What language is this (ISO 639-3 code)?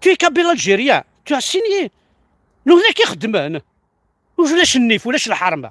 kab